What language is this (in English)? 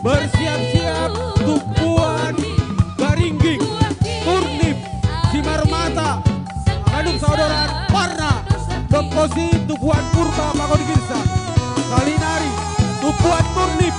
Batak Simalungun